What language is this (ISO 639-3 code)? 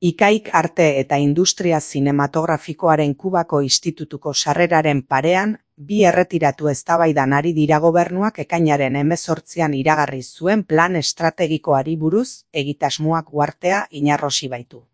eus